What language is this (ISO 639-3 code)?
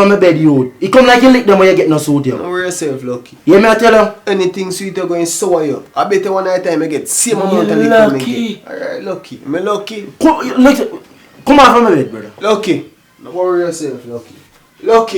jam